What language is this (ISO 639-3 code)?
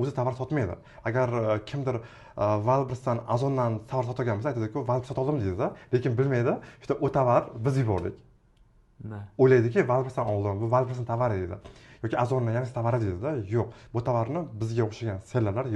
uzb